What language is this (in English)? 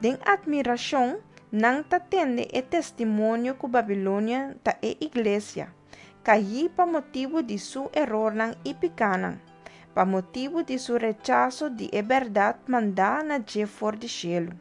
Papiamento